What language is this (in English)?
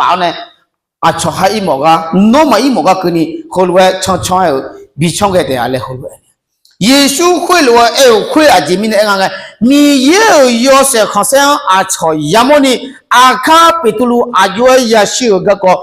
Akha